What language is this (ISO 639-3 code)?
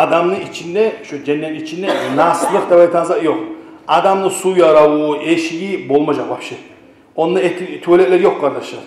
kum